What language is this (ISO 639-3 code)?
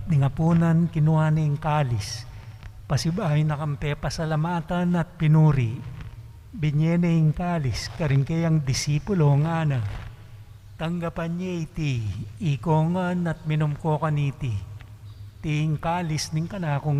pam